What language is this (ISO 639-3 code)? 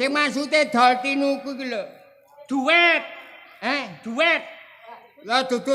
jav